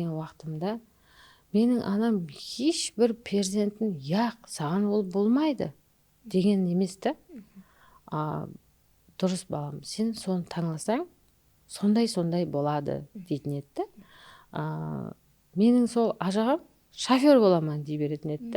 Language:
Kara-Kalpak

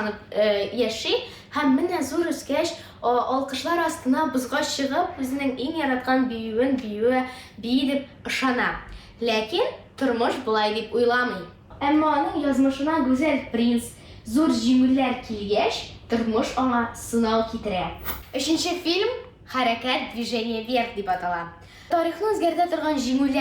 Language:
Tatar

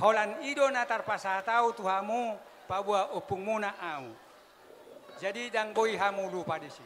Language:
Batak Toba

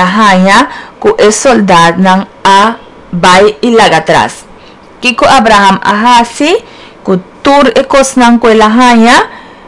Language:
Papiamento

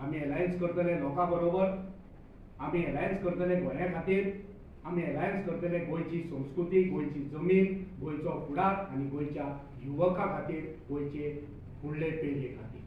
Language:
Konkani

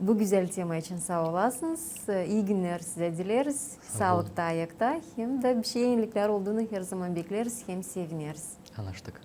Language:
Gagauz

